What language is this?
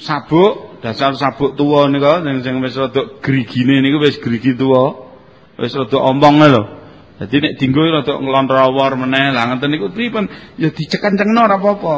Javanese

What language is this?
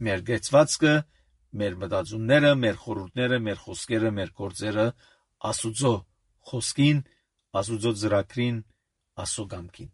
Armenian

